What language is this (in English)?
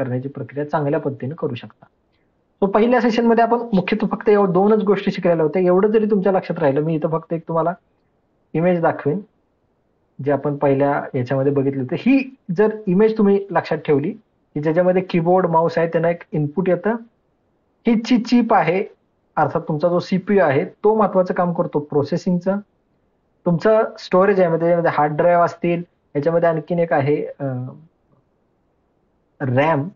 Marathi